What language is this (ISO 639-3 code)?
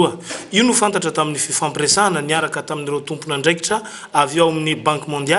mlg